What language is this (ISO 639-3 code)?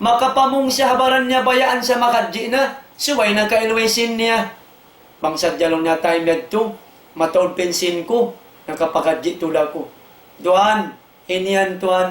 tsg